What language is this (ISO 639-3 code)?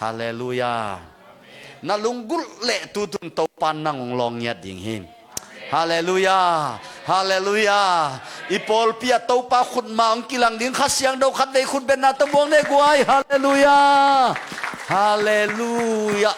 ctd